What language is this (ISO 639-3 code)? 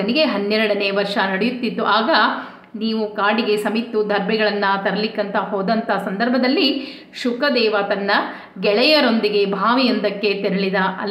kan